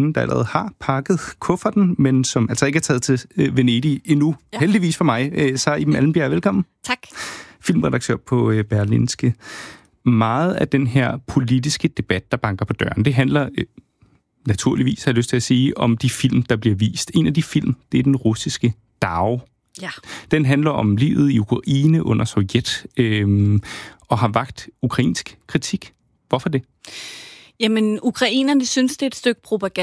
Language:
Danish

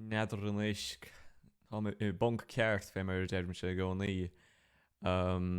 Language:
Irish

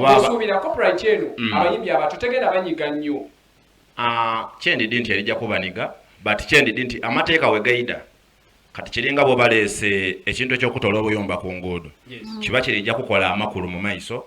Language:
Soga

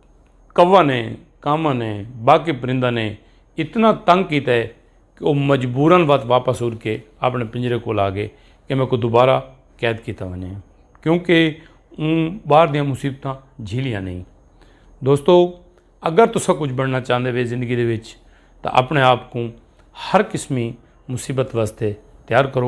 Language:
Saraiki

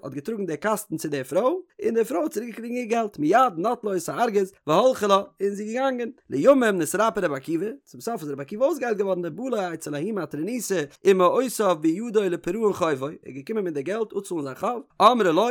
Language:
Yiddish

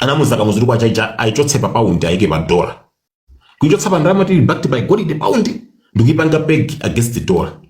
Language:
Nyanja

